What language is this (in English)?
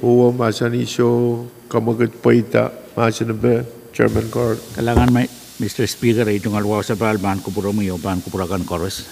Pohnpeian